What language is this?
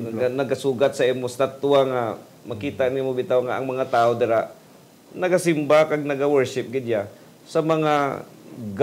Hiligaynon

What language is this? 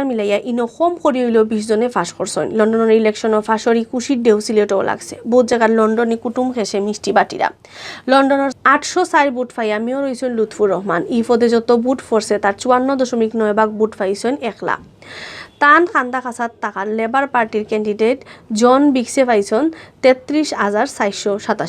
Sylheti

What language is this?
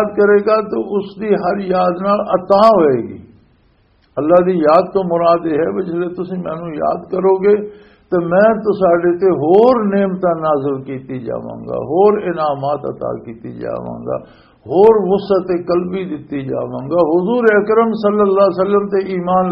Western Panjabi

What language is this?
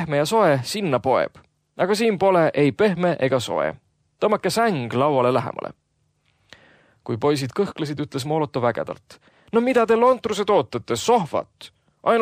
Estonian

